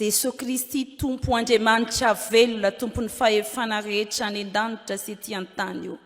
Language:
Malagasy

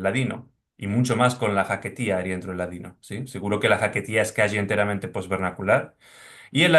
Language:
Ladino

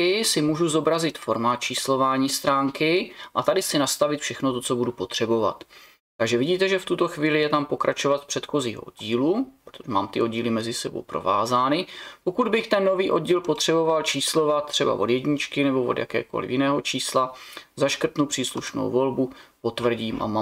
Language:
Czech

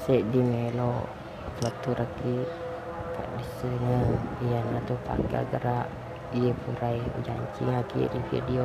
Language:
Buginese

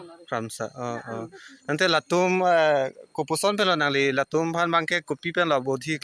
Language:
Karbi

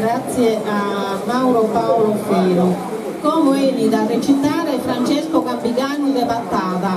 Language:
Sardinian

